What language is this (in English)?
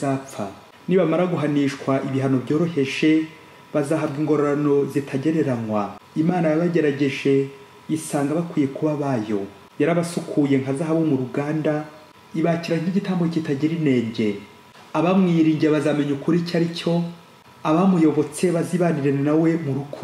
Kinyarwanda